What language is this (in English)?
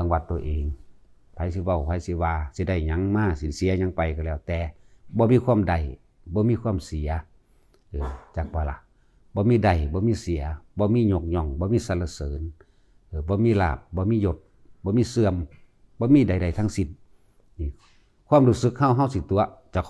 Northeastern Thai